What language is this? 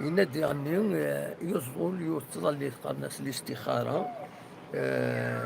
Kabyle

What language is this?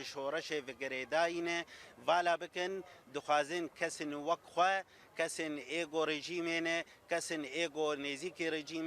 Kurdish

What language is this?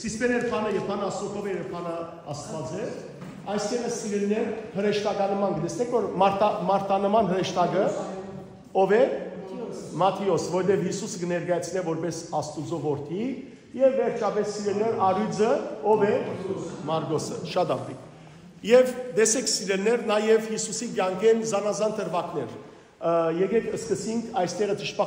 Western Armenian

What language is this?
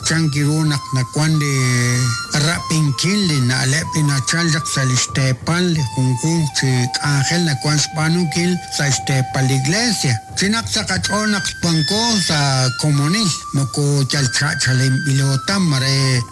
Kekchí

